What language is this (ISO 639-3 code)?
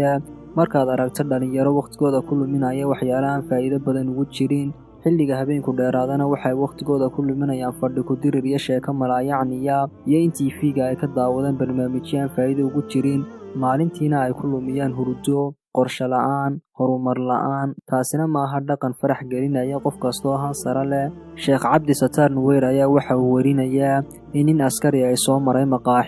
som